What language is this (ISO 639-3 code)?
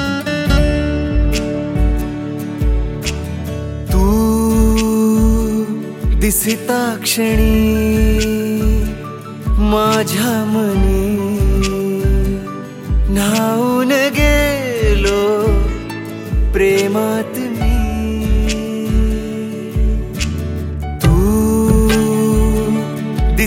mar